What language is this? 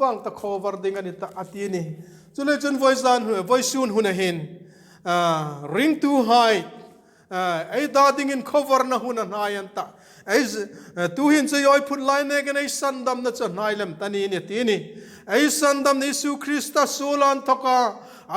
Hmar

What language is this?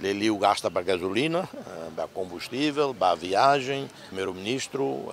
Tetum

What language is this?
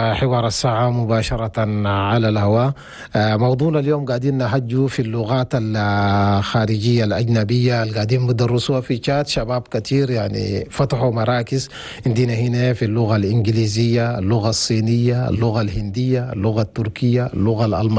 Chadian Arabic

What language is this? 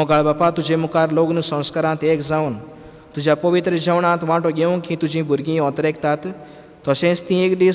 Konkani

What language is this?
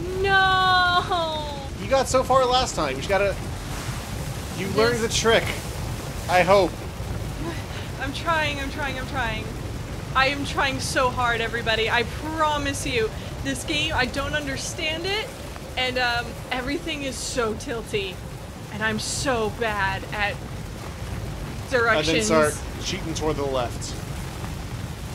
English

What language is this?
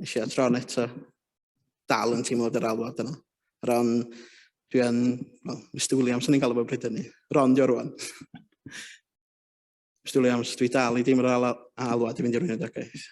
Welsh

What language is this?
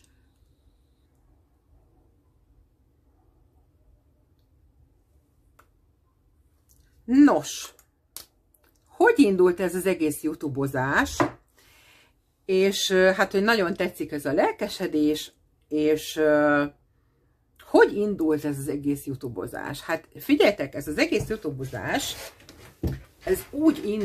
Hungarian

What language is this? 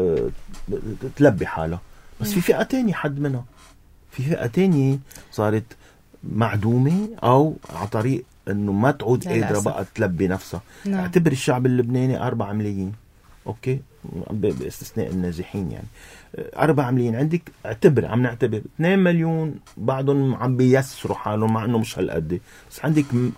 North Levantine Arabic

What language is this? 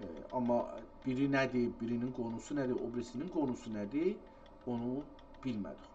South Azerbaijani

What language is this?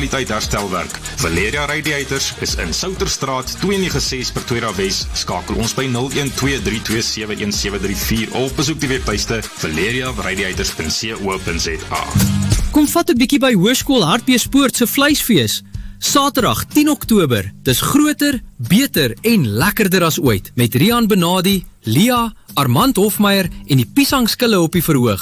Afrikaans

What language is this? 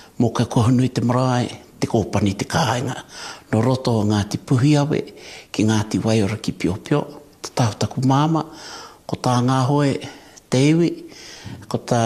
Māori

